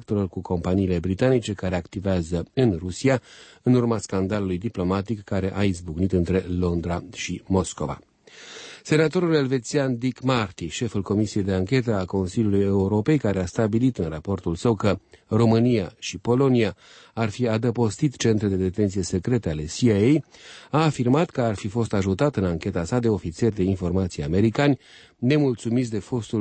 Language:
Romanian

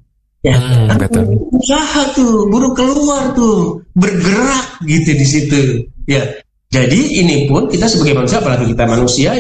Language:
Indonesian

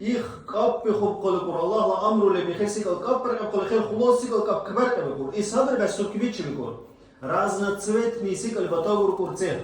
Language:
Dargwa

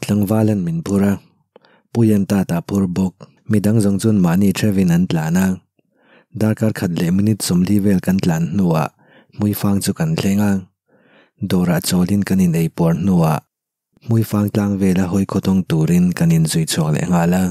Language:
Mizo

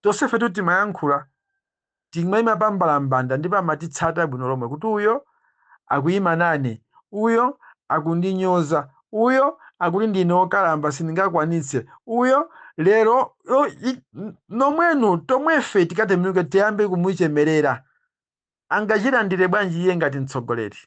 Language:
Nyanja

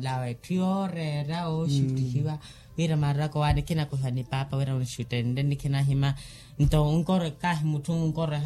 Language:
Makhuwa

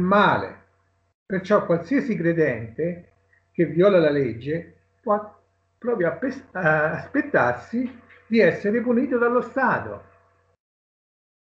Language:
Italian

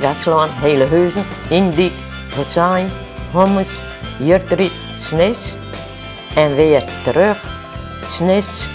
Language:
Western Frisian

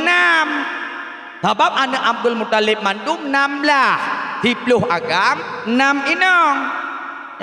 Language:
Achinese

